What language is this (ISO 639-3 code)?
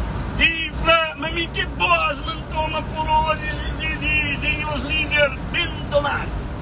kea